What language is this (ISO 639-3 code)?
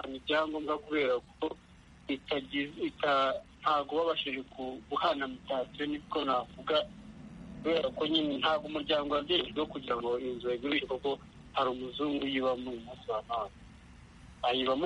kin